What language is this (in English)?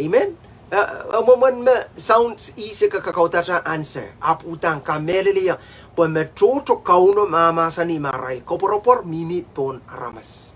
Pohnpeian